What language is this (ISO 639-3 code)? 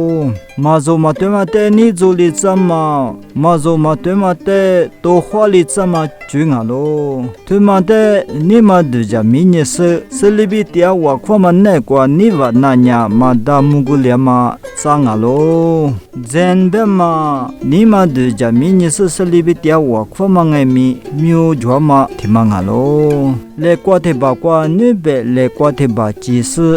lis